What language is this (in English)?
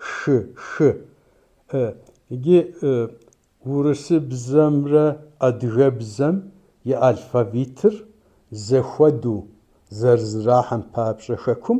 Kabardian